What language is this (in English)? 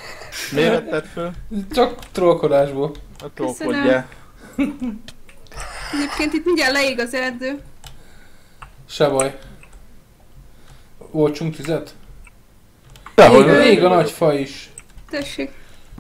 Hungarian